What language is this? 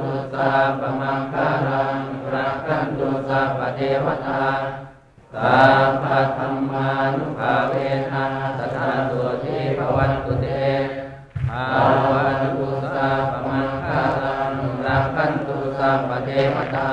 Pali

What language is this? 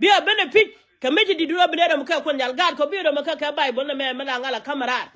Nuer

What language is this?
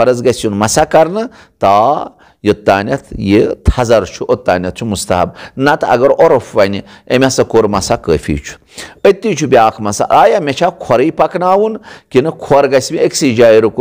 Kashmiri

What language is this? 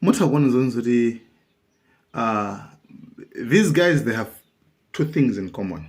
Nyanja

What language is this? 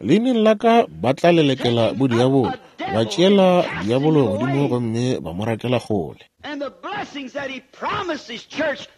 Northern Sotho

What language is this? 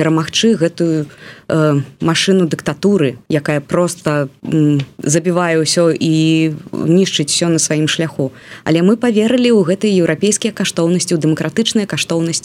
Belarusian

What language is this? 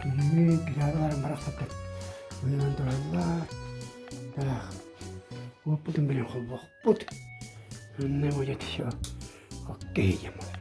Yakut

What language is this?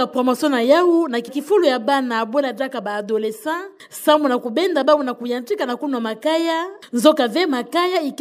Kituba (Democratic Republic of Congo)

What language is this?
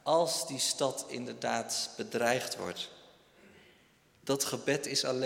Dutch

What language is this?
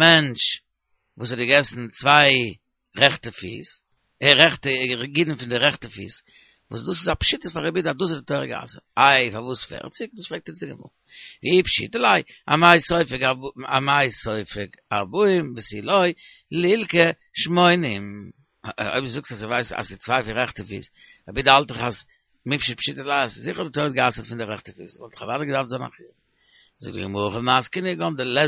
Yiddish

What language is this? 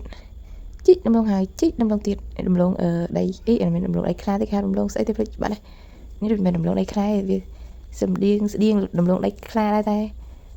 Khmer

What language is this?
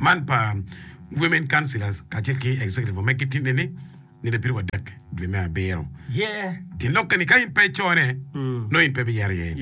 Acoli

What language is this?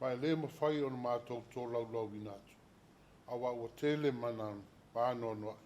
Samoan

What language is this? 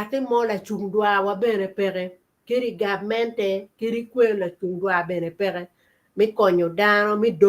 Acoli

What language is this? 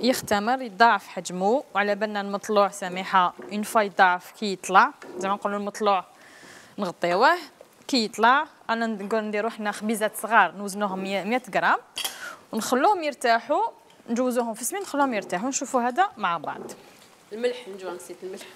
Algerian Arabic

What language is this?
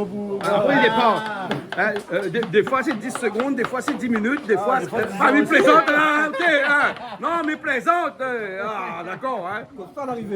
Réunion Creole French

